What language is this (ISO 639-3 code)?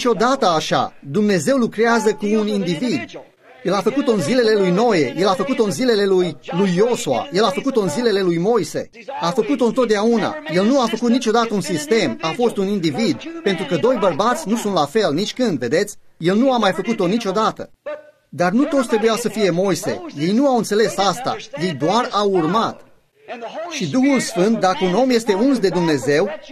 ron